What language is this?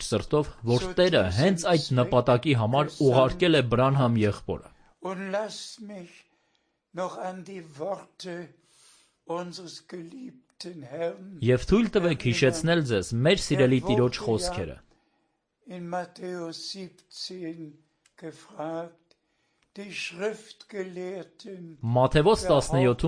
Armenian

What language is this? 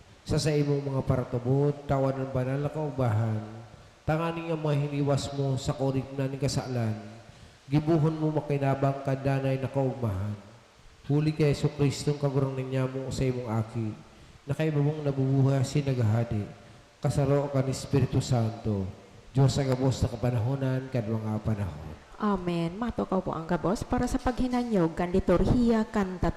Bikol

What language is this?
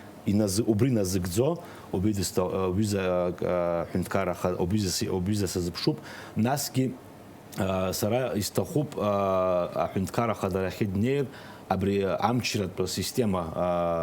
Abkhazian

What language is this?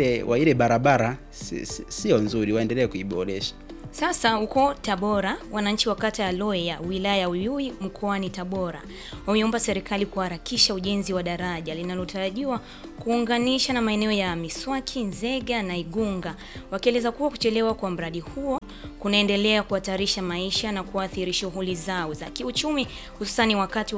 Swahili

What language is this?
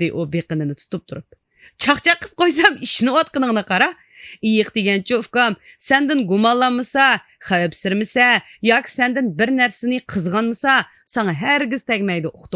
Uyghur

